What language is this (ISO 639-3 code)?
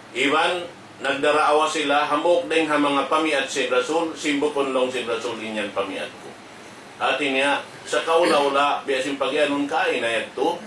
tsg